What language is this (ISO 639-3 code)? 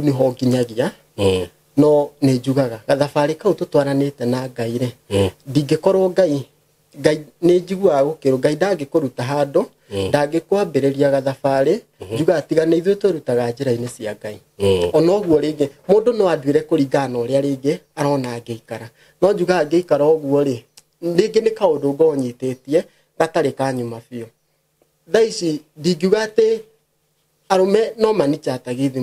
kik